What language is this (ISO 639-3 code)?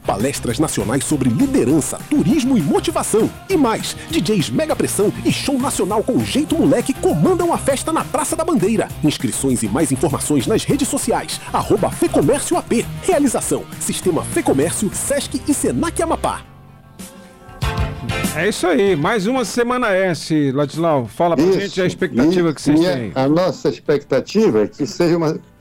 por